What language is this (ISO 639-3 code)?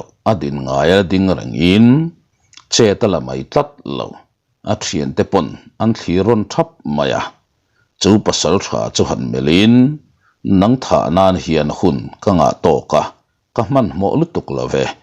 lus